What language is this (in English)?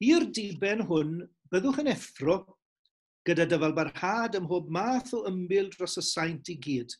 Welsh